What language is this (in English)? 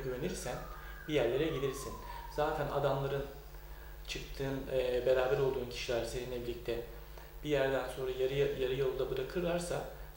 Turkish